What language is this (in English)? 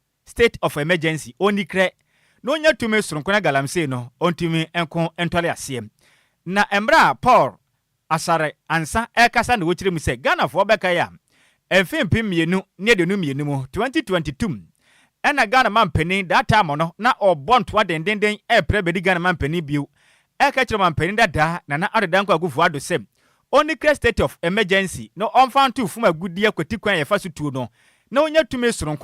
Akan